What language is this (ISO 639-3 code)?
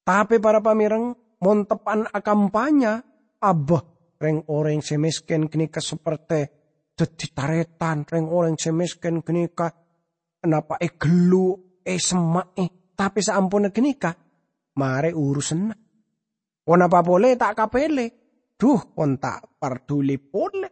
mad